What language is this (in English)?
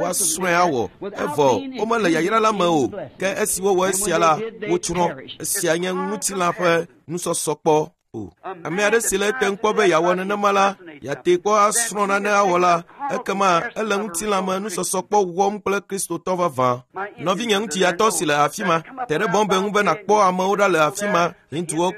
Ewe